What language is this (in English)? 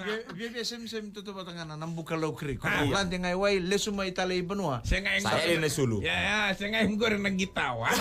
Fijian